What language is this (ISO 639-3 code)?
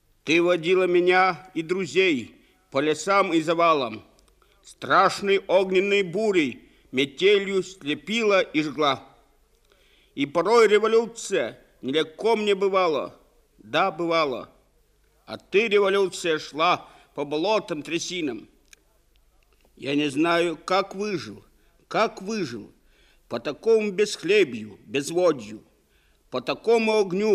rus